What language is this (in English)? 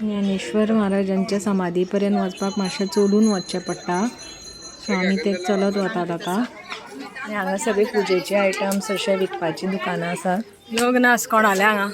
Konkani